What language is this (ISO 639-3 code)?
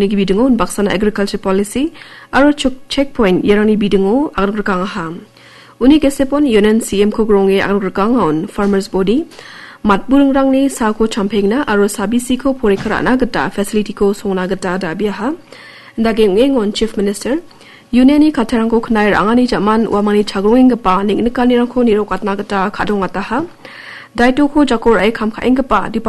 grt